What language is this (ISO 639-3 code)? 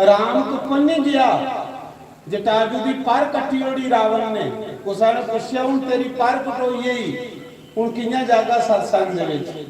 doi